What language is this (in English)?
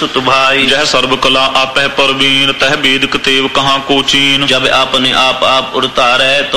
Punjabi